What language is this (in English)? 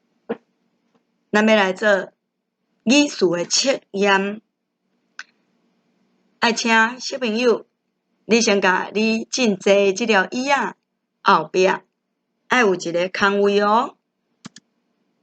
Min Nan Chinese